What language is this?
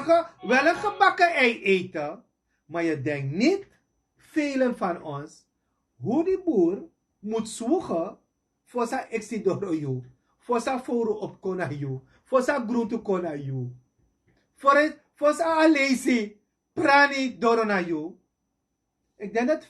Sranan Tongo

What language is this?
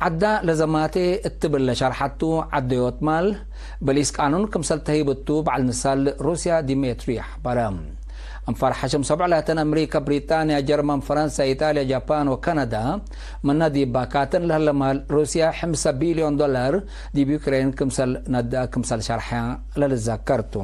Tigre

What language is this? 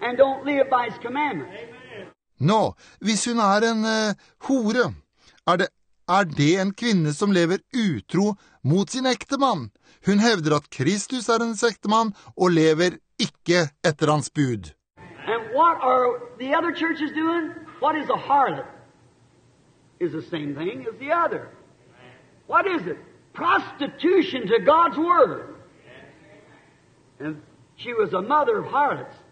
Norwegian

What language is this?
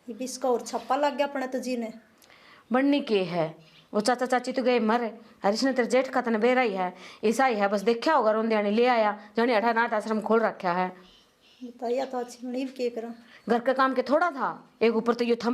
Haryanvi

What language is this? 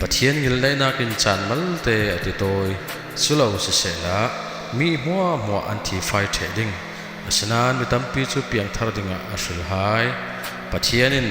Falam Chin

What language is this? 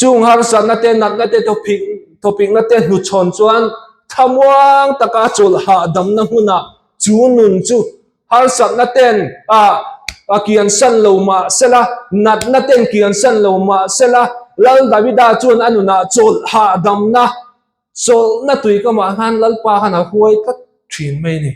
Mizo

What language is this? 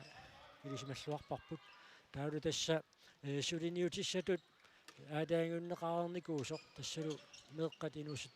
Kalaallisut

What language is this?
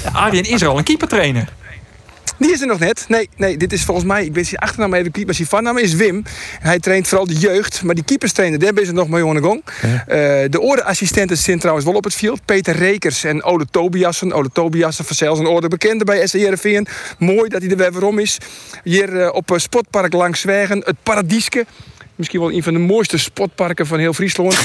Western Frisian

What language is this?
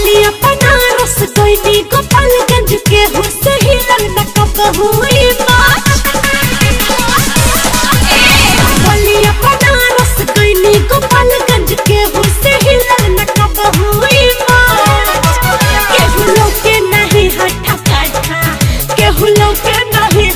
Bhojpuri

